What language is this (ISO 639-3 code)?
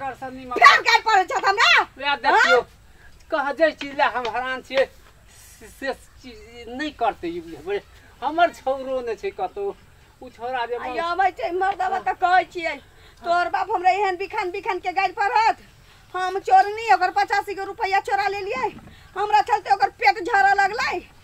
mai